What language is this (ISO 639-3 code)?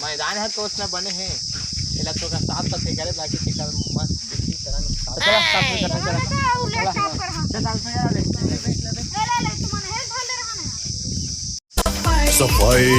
hne